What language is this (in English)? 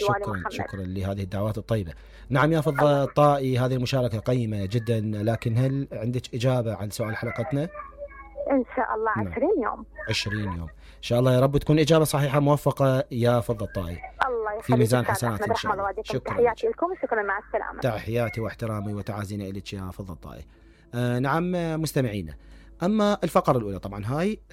Mesopotamian Arabic